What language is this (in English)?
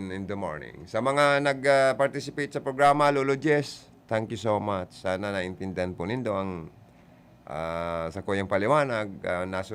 Bikol